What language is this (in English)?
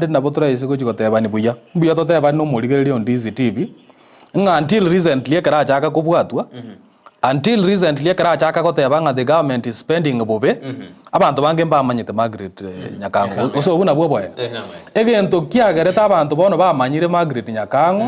Gusii